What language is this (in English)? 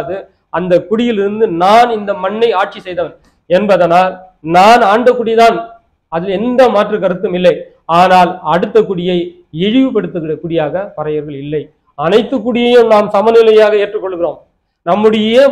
Tamil